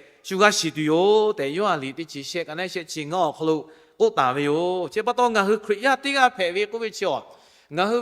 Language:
Lahu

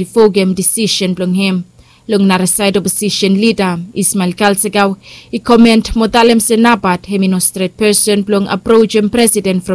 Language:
Bislama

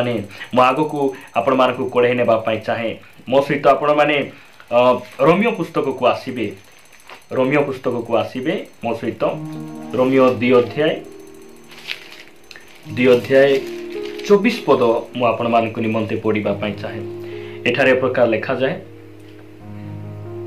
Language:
Odia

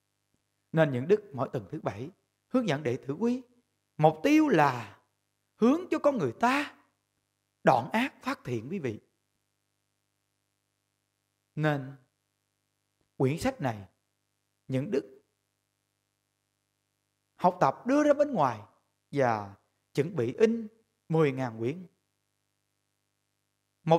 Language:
Vietnamese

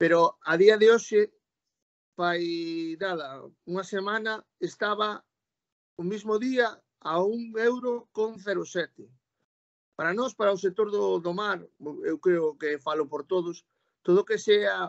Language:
Galician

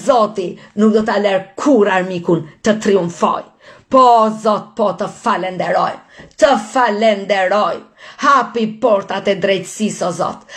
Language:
Albanian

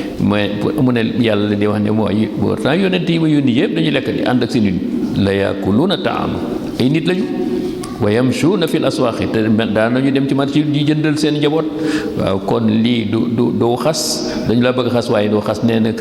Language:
Wolof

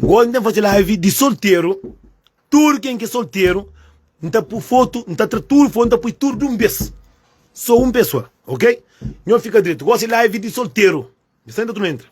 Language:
Kabuverdianu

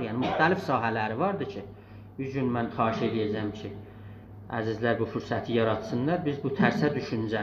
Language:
South Azerbaijani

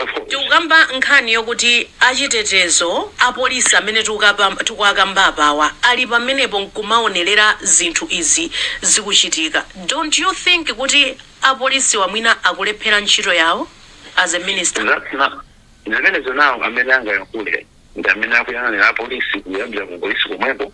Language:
Nyanja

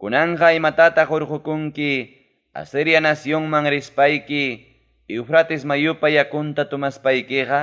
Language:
Ayacucho Quechua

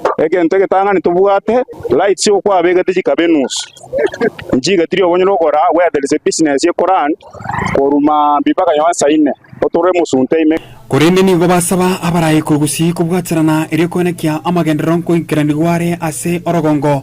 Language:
Gusii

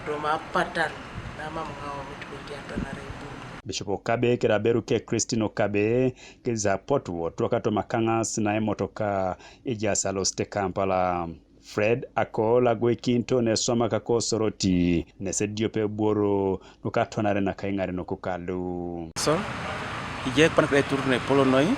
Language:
Teso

